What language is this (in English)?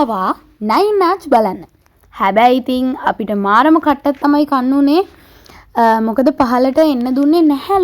Sinhala